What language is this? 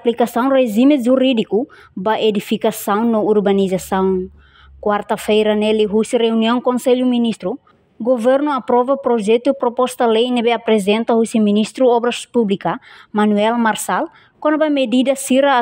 Tetum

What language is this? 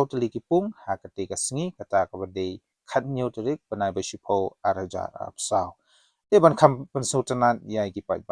Khasi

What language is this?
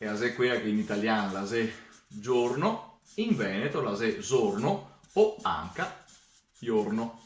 Venetian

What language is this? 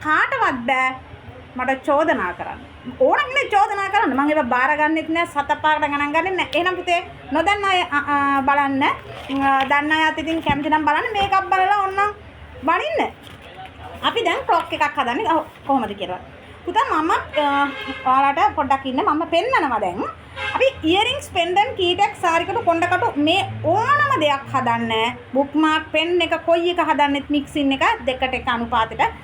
Sinhala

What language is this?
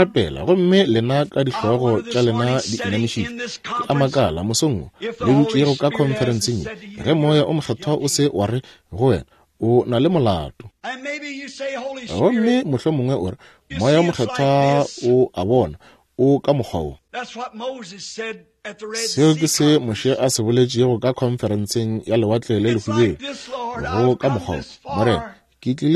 Northern Sotho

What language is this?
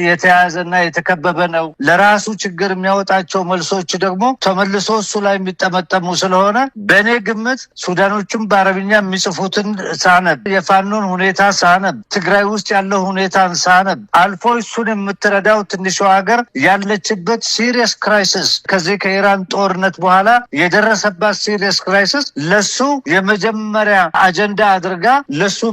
Amharic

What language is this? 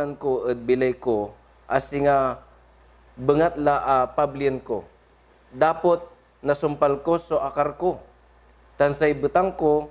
Pangasinan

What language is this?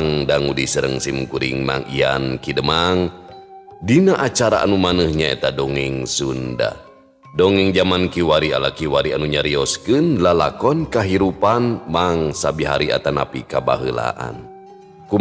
Sundanese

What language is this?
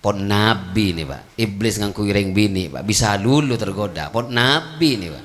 Madurese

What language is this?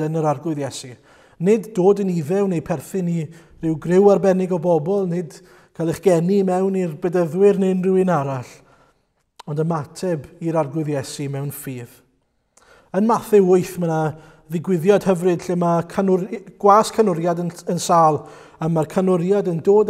Welsh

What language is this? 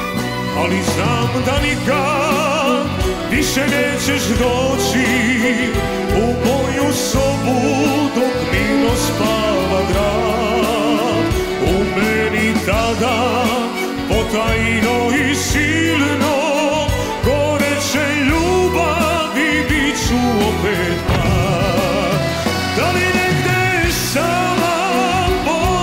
Serbian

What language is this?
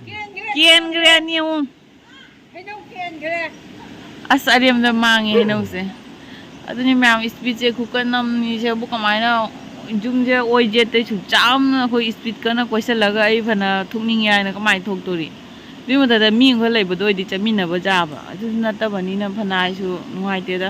Manipuri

